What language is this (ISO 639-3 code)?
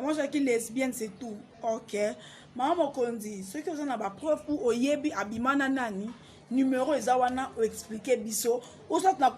lin